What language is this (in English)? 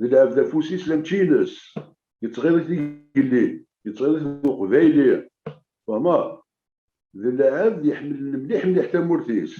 Kabyle